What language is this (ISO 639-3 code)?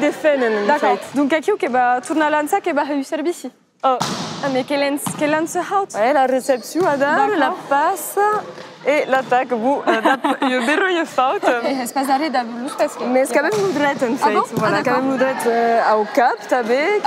oci